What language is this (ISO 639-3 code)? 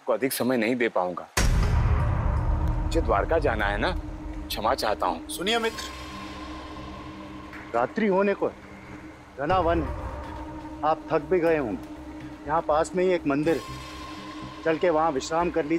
hin